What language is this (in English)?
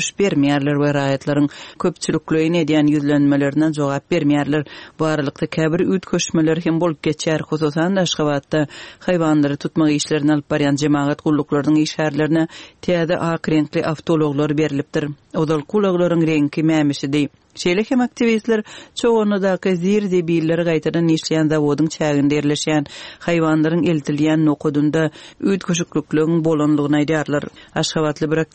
Turkmen